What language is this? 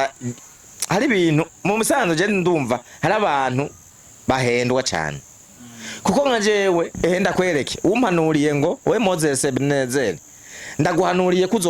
Rundi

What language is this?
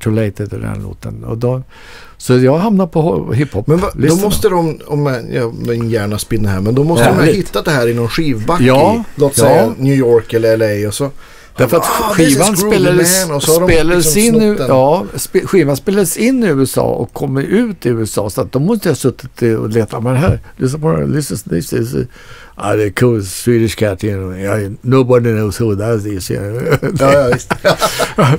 Swedish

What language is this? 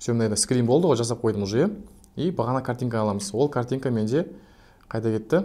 Kazakh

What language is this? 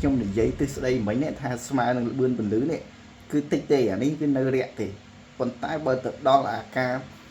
Khmer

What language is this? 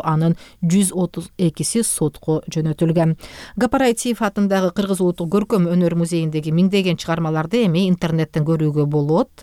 Kyrgyz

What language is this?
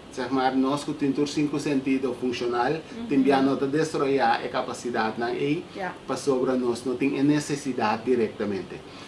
Papiamento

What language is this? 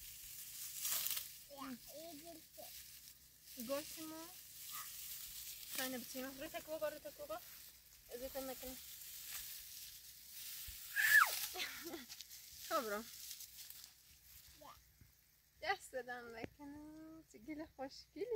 Persian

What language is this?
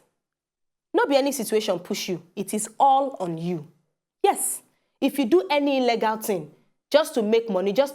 Nigerian Pidgin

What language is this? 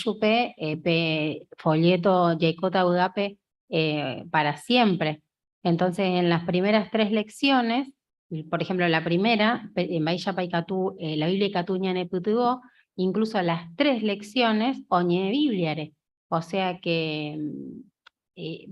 Guarani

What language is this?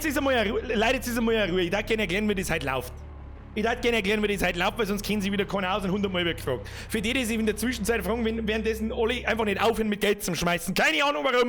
Bavarian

